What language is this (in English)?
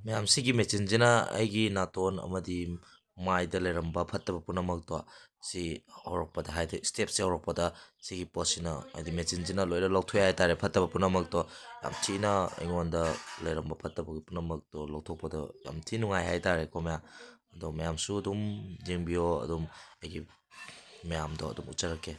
Manipuri